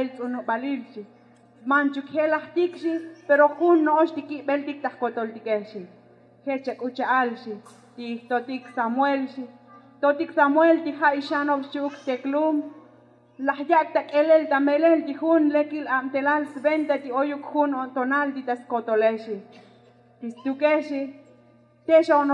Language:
Tzotzil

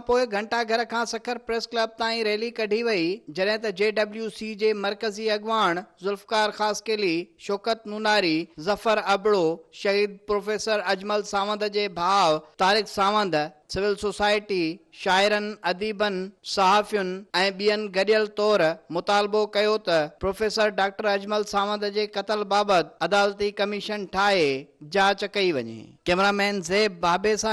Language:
Sindhi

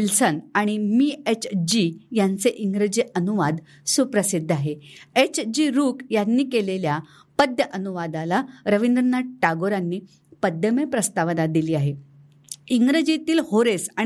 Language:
Marathi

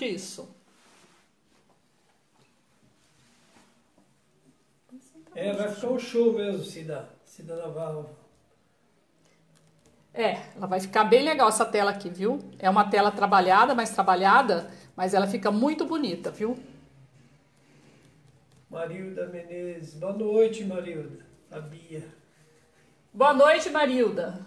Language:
Portuguese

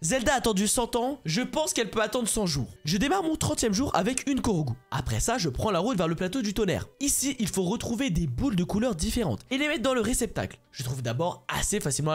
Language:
French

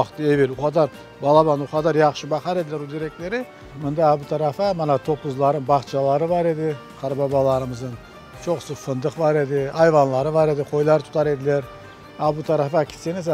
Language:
Crimean Tatar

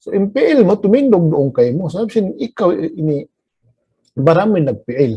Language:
Tausug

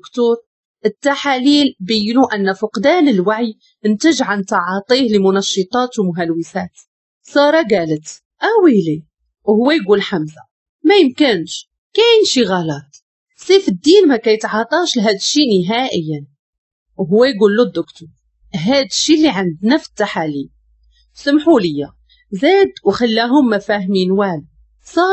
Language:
Moroccan Arabic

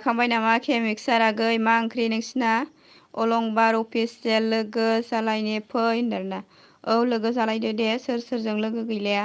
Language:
Bodo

